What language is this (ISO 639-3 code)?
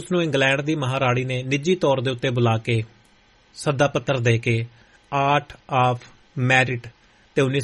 pan